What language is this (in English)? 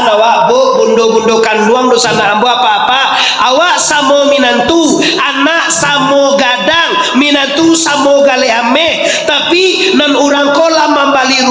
Minangkabau